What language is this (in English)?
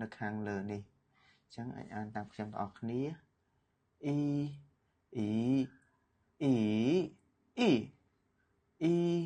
Khmer